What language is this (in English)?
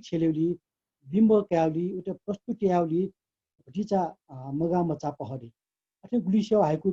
Newari